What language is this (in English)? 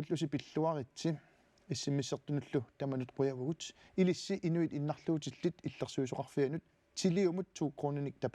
Kalaallisut